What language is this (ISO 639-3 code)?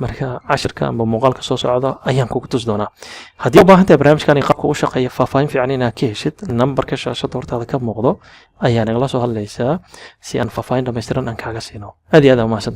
som